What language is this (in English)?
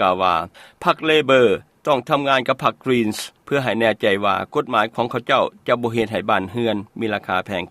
Lao